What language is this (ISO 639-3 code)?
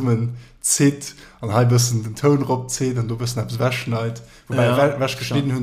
ltz